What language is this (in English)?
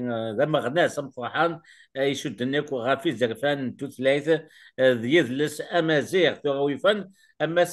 Kabyle